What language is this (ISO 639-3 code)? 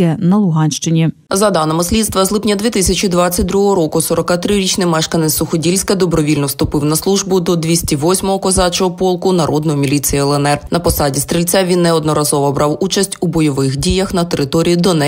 ukr